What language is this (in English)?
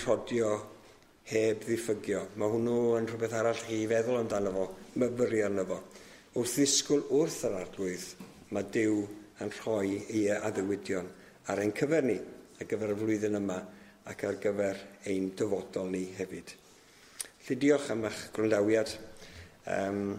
Welsh